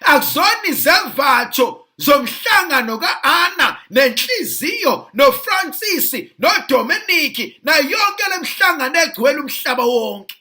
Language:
Zulu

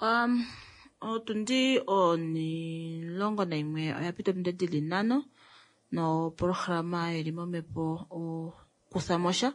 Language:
Kuanyama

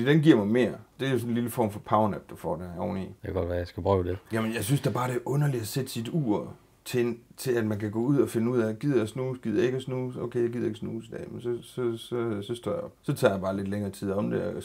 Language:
Danish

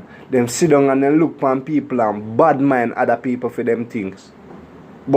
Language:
Jamaican Creole English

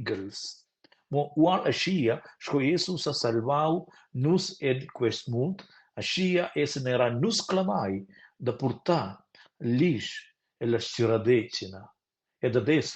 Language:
Romansh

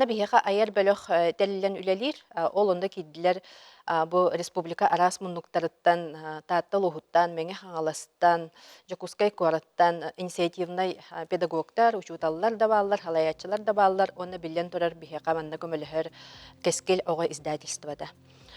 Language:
Yakut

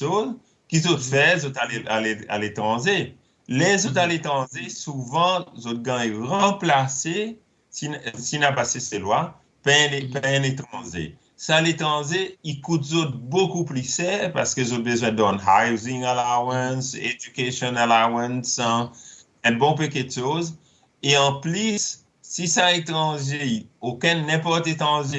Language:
Seselwa Creole French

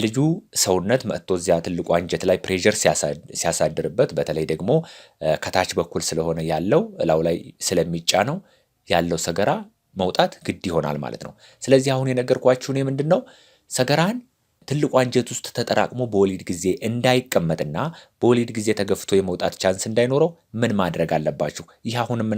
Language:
Amharic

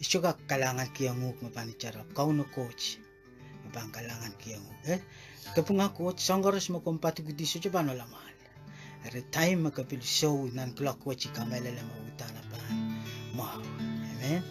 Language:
Pohnpeian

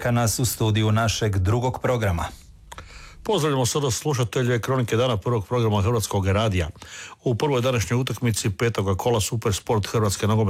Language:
Croatian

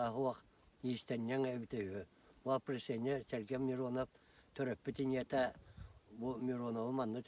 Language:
Yakut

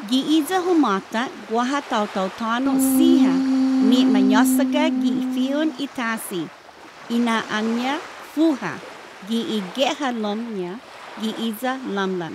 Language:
Chamorro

